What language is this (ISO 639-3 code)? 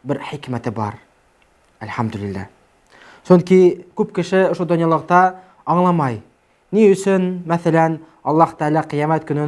bak